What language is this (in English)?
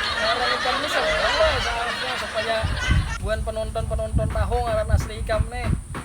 Banjar